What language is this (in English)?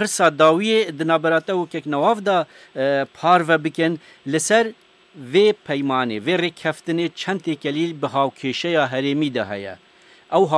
Kurdish